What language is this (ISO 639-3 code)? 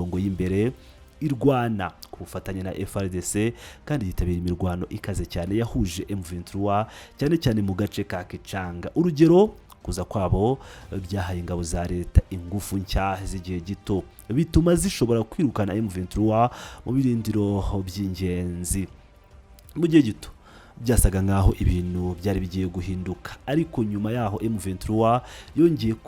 kin